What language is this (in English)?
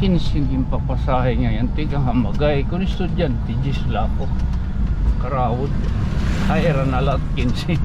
Waray